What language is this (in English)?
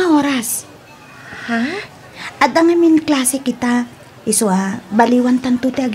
Iloko